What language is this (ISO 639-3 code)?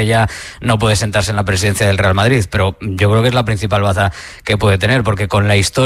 spa